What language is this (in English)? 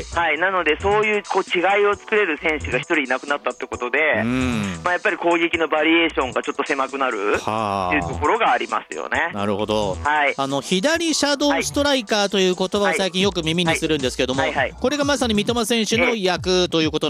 Japanese